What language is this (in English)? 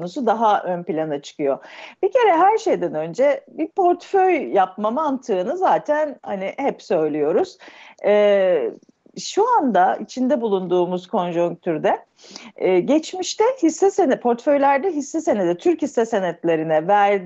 Turkish